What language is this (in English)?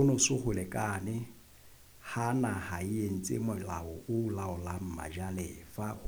Southern Sotho